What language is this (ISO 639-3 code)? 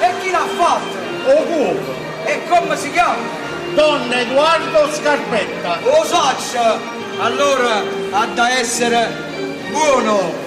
nap